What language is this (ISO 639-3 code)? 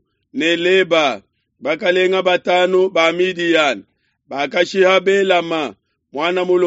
lua